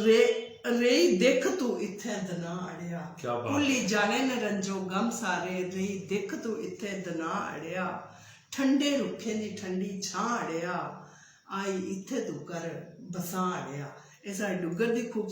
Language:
Dogri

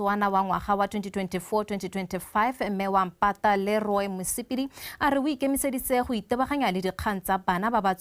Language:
Tswana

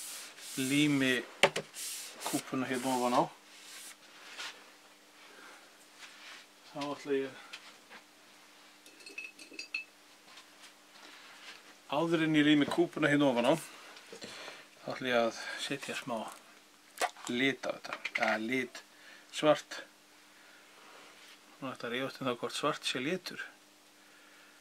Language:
Icelandic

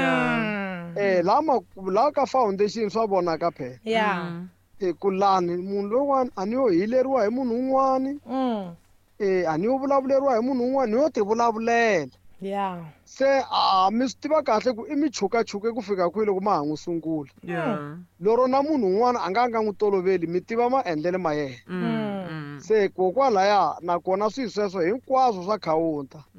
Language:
Tsonga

